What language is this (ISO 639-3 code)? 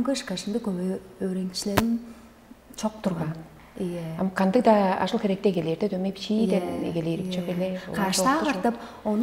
tyv